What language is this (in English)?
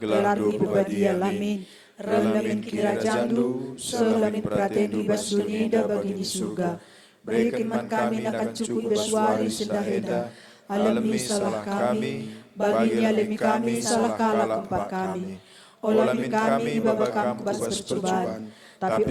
Batak Karo